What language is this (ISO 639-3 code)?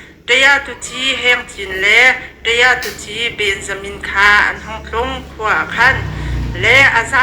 cnh